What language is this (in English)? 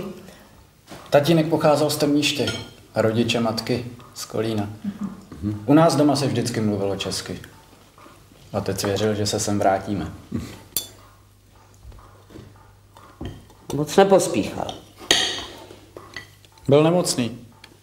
Czech